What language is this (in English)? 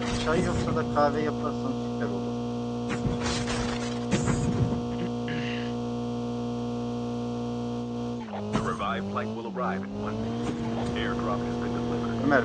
Turkish